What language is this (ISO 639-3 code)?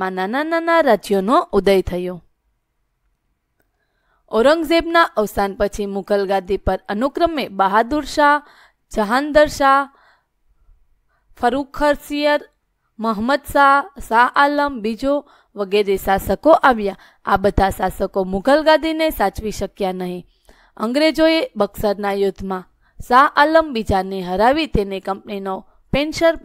guj